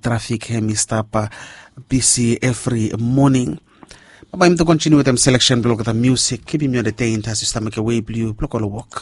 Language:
Bislama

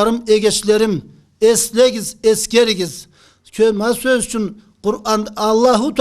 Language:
Karachay-Balkar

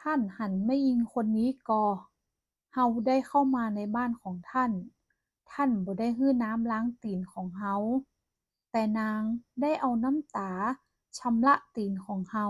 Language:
Northern Thai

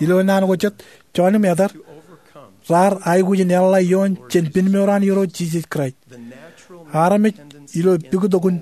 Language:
Marshallese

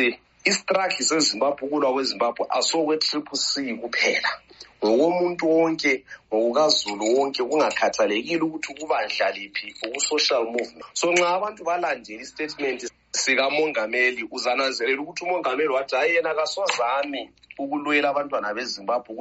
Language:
North Ndebele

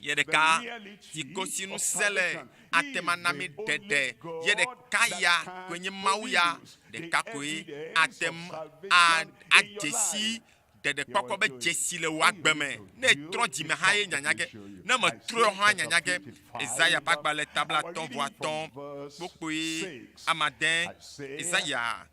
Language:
Ewe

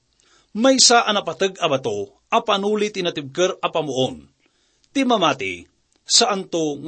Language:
Iloko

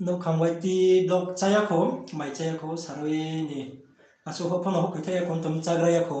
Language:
Riang (India)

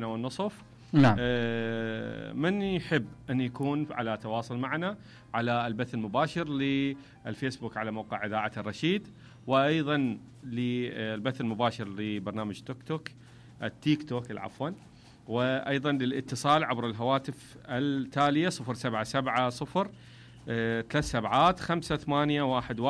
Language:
Mesopotamian Arabic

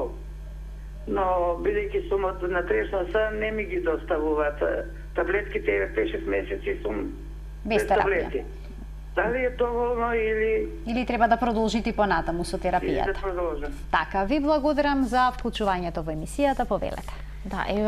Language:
Macedonian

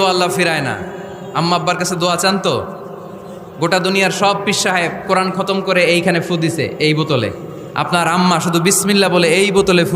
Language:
Bangla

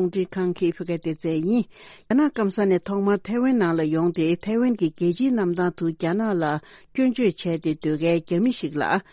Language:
Tibetan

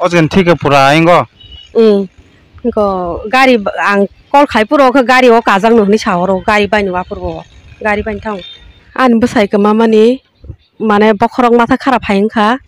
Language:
Kok Borok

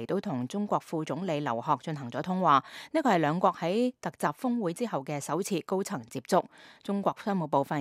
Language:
Cantonese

